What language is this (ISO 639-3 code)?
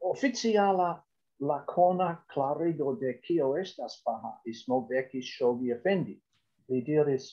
epo